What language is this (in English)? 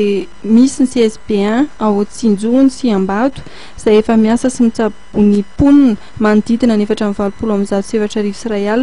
Malagasy